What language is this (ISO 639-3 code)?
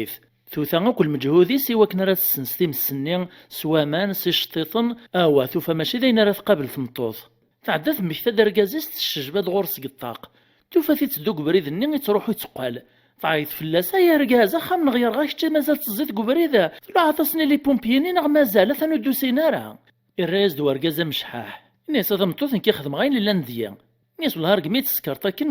kab